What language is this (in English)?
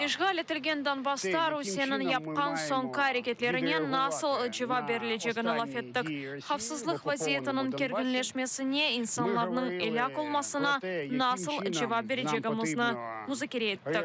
Crimean Tatar